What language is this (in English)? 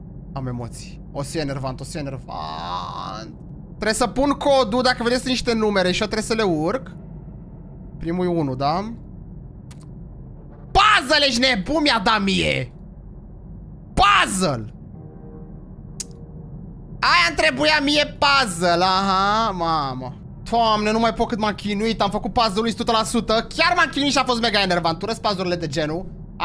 Romanian